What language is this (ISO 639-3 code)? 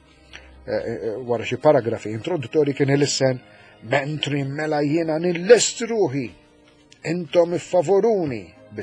mlt